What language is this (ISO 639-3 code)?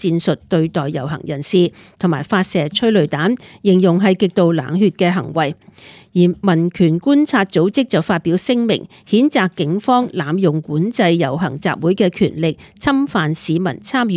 yue